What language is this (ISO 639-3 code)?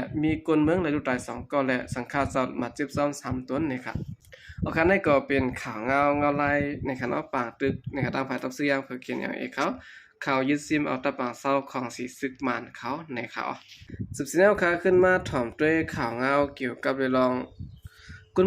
shn